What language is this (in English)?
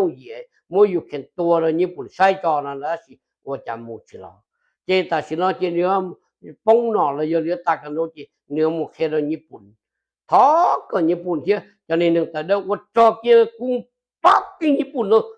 Hmong